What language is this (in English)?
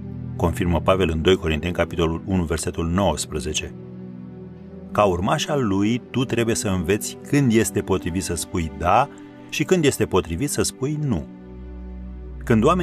Romanian